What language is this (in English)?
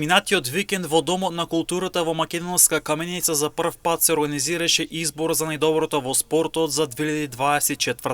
Macedonian